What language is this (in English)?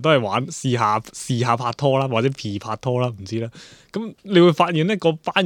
Cantonese